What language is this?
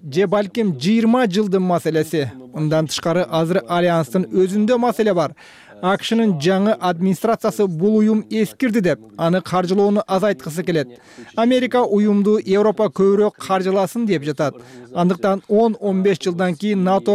Kyrgyz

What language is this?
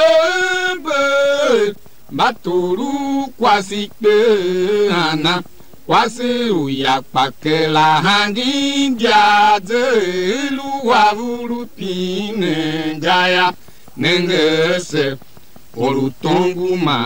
Tiv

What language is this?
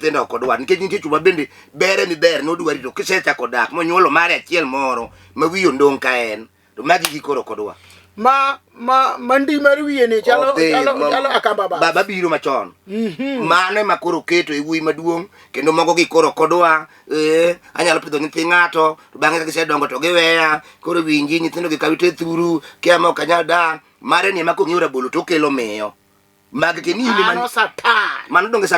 Luo (Kenya and Tanzania)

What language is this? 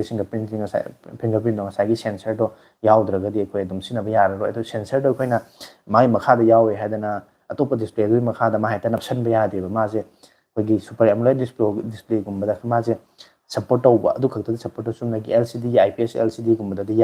Manipuri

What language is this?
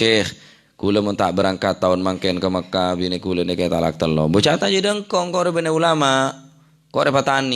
Madurese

